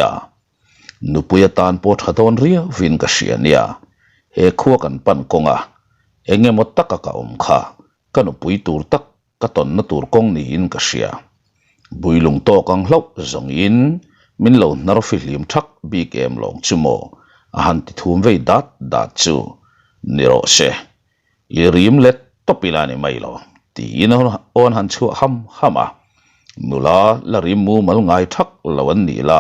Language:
Mizo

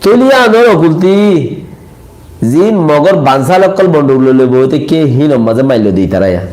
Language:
Rohingya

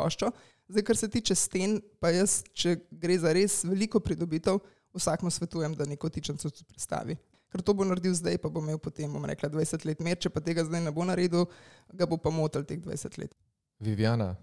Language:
Slovenian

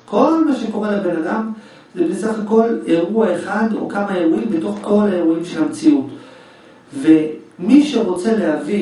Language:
Hebrew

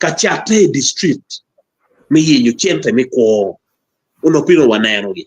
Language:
Acoli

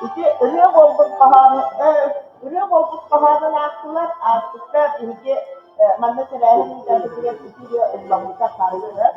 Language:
Yakut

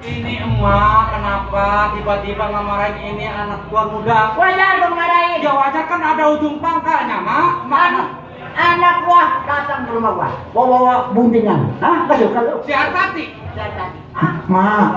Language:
Betawi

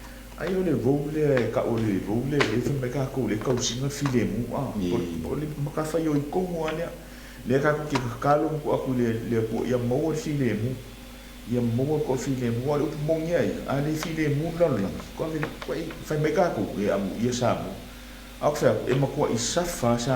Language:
Samoan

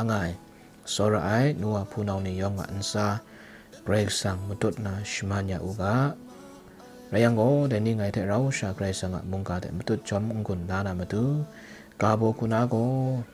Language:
Kachin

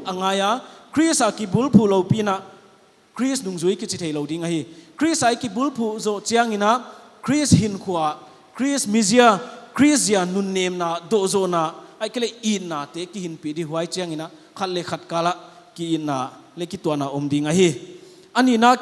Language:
Paite Chin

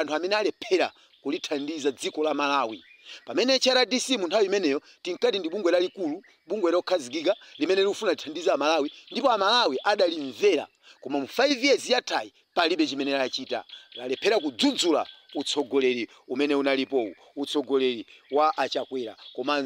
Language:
Nyanja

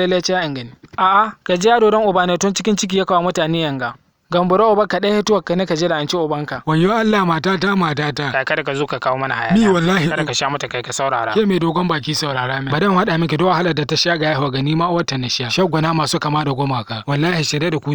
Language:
Hausa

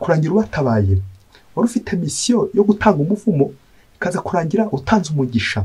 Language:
Kinyarwanda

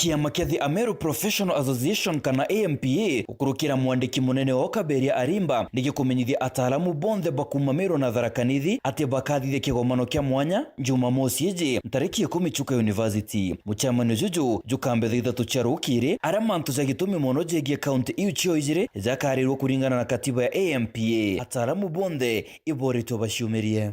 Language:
Meru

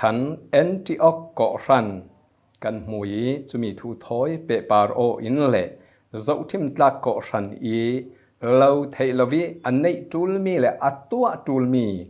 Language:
Falam Chin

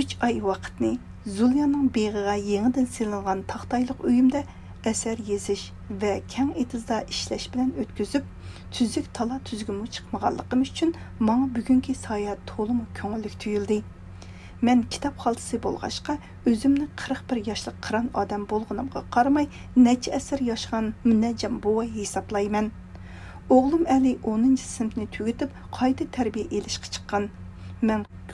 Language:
Uyghur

